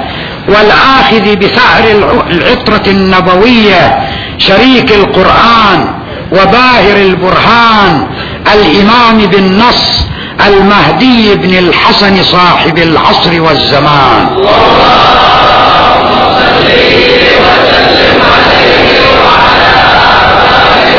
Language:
Arabic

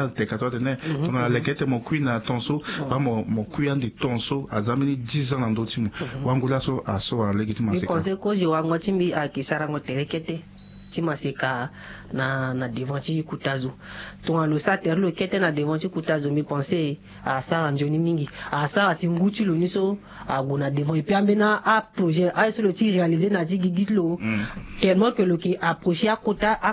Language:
Sango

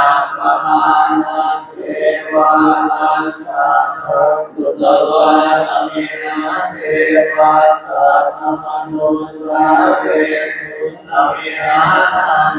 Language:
Pali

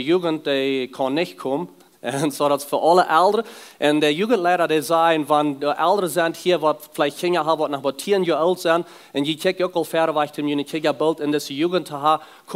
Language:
Plautdietsch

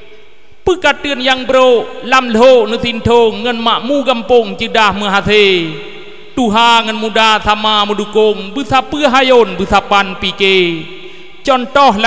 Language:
Achinese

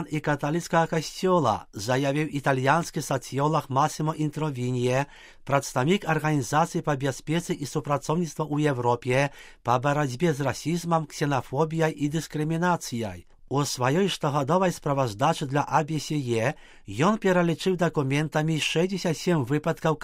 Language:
Belarusian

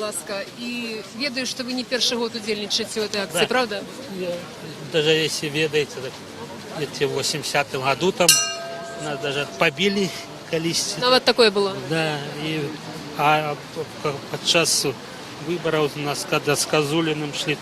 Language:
Belarusian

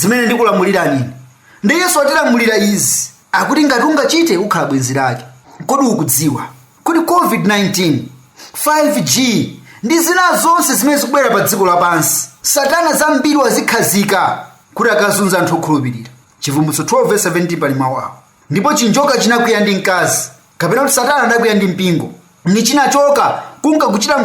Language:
Nyanja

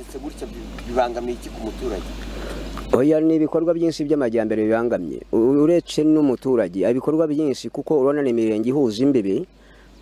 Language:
Kinyarwanda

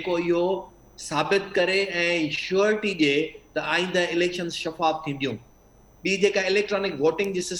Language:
Sindhi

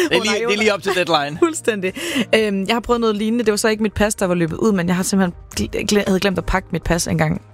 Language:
Danish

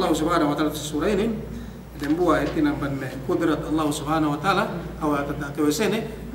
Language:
Yakan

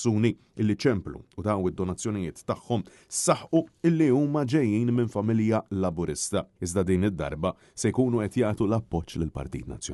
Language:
Maltese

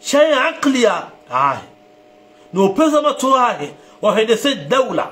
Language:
Ngazidja Comorian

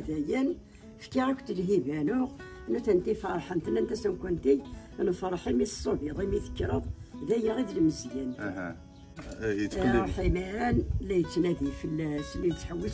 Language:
Kabyle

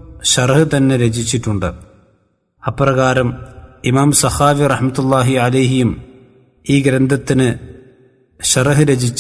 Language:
Malayalam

